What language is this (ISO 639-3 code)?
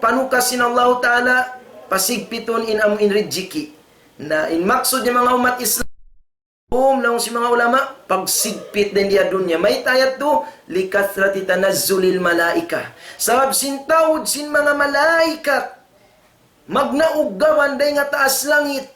tsg